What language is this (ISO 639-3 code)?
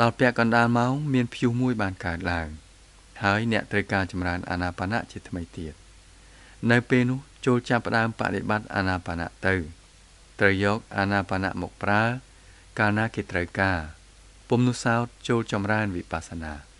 khm